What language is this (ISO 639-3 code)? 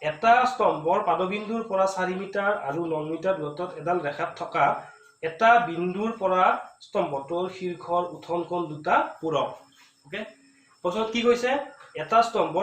asm